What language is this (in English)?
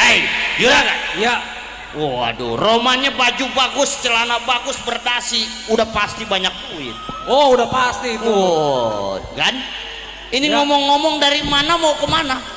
Betawi